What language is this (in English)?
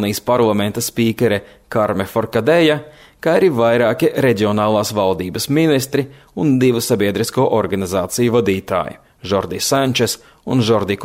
Latvian